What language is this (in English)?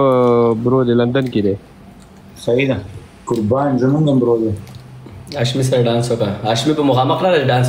Pashto